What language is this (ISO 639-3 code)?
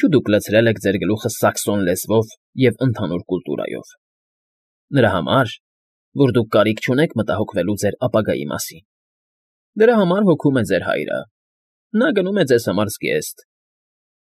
hye